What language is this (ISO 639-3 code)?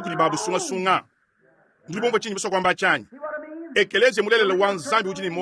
lua